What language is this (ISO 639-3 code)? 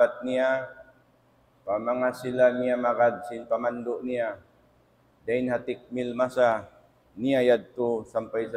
tsg